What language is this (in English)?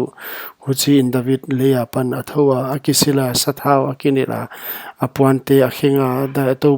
Paite Chin